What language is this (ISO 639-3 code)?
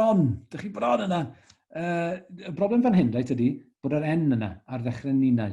cym